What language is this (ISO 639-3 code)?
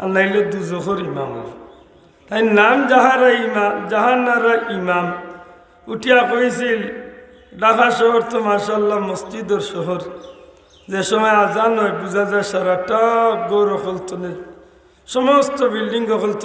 syl